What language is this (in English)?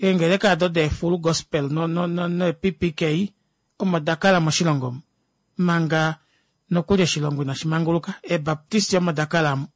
Kuanyama